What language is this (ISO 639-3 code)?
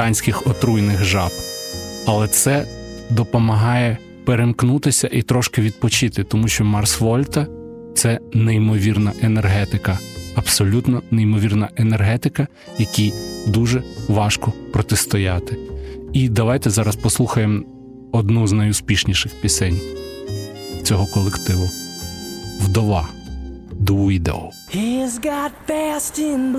ukr